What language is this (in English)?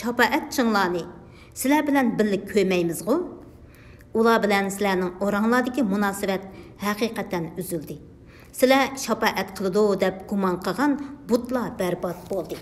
Uyghur